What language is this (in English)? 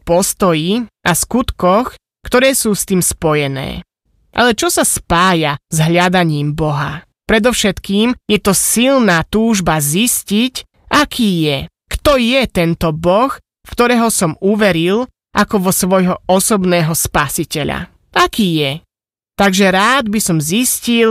Slovak